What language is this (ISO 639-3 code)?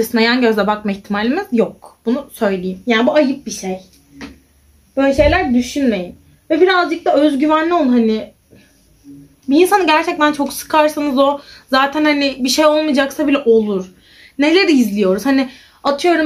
tur